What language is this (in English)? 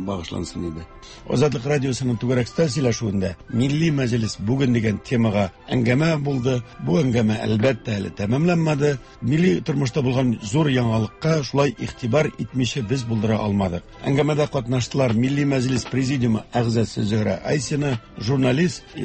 Tatar